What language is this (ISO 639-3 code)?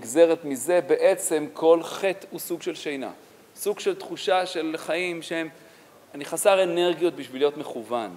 heb